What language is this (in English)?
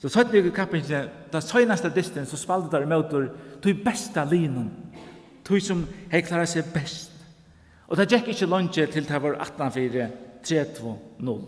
Faroese